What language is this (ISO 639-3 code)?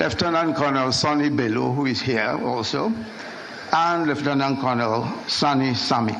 nya